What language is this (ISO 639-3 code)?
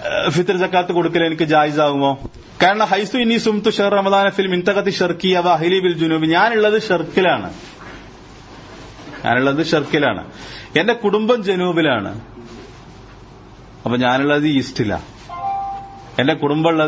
mal